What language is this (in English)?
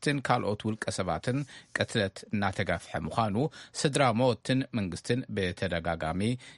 Tigrinya